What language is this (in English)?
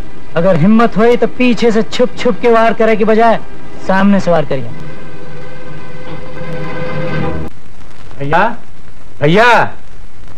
Bhojpuri